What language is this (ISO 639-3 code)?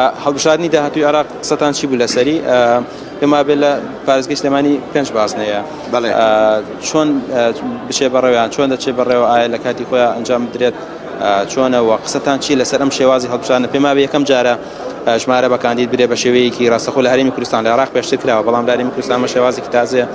ckb